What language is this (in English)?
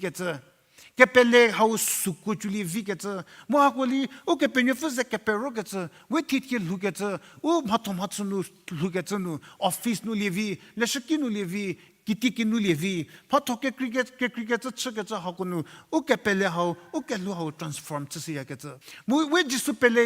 Angami Naga